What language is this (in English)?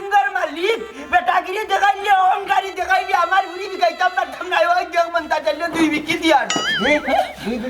Sylheti